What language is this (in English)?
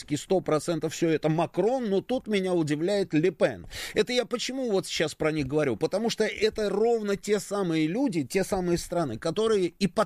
Russian